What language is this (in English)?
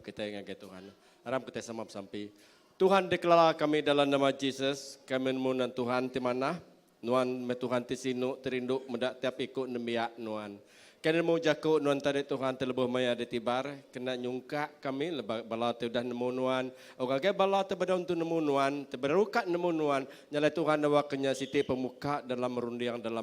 Iban